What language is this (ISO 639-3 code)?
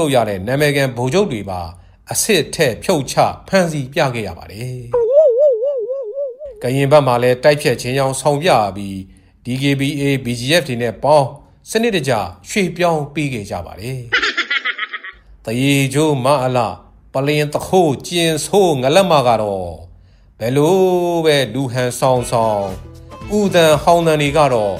mya